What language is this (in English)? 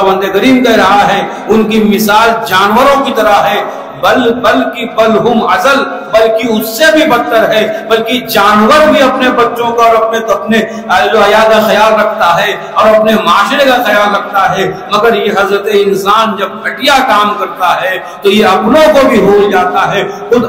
Urdu